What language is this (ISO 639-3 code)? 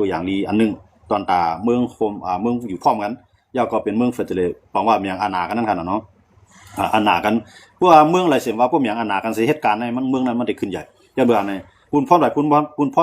shn